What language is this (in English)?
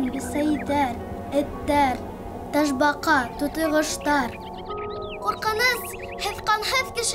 Bashkir